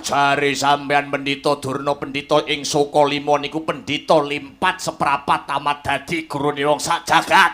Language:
Javanese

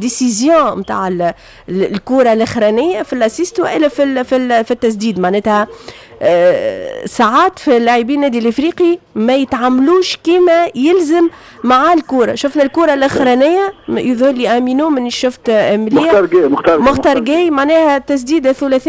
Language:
Tunisian Arabic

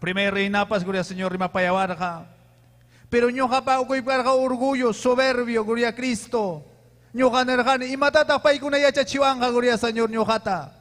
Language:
Ayacucho Quechua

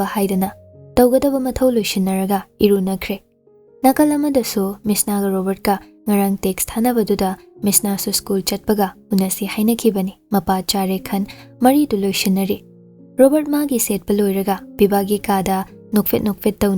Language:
Manipuri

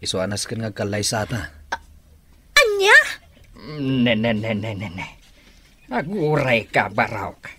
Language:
Iloko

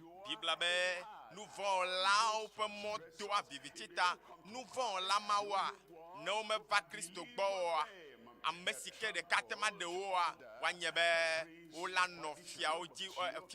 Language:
Ewe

